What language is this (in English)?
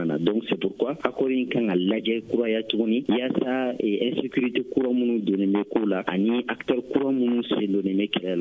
Bambara